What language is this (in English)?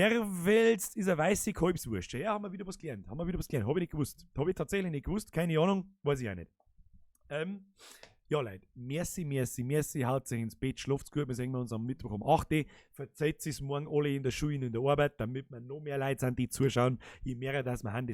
Bavarian